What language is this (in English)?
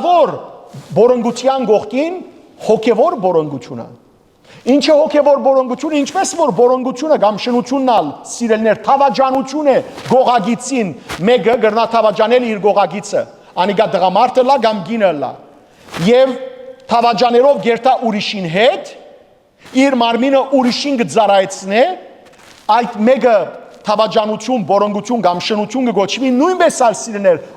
Western Armenian